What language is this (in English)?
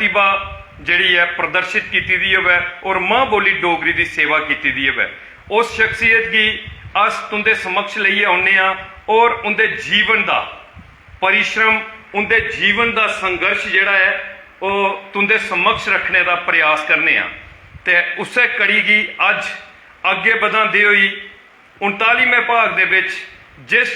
Dogri